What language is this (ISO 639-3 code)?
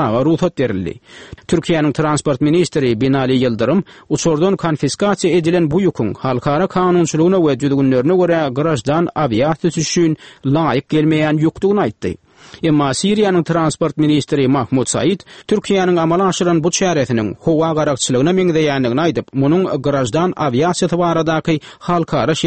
tuk